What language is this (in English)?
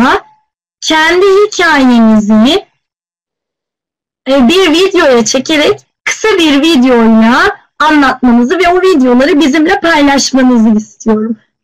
Turkish